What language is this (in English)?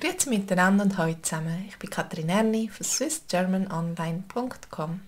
Swiss German